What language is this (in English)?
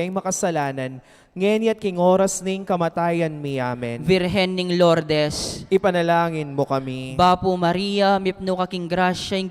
Pampanga